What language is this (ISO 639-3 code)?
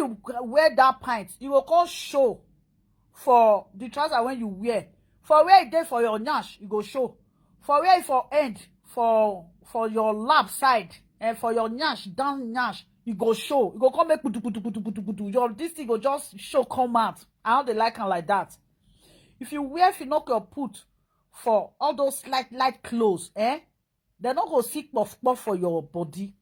pcm